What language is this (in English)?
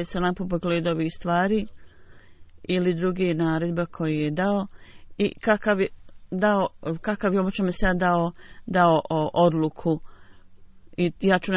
Bosnian